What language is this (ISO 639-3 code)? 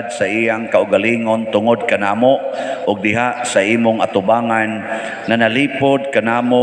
ceb